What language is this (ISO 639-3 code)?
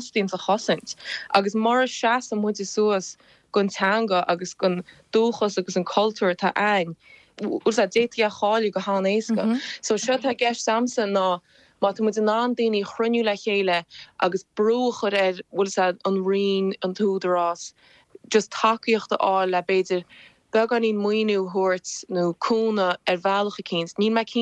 gle